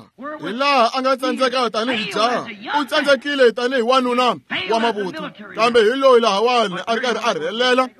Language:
Tsonga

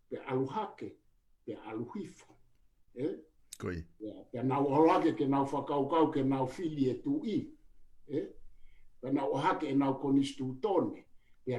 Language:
Tongan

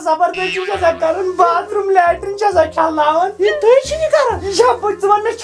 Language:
Kashmiri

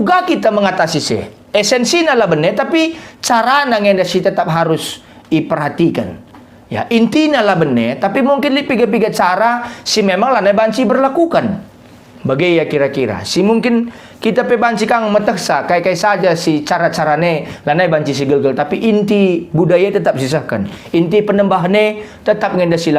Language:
Batak Karo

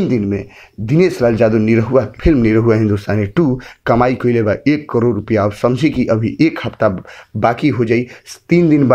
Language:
Bhojpuri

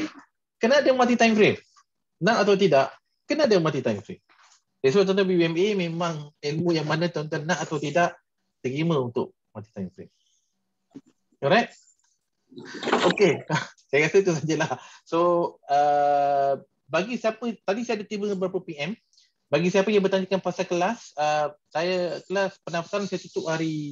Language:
Malay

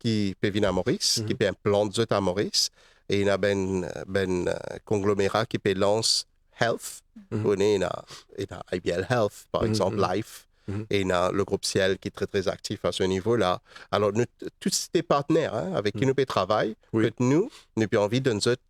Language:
Morisyen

